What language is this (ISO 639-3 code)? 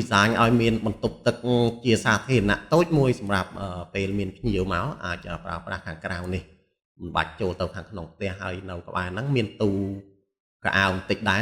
khm